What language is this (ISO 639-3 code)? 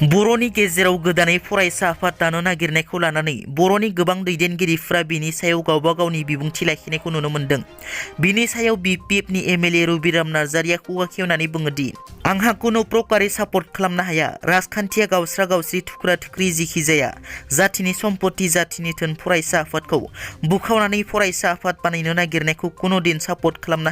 brx